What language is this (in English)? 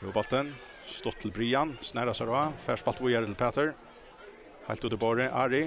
Faroese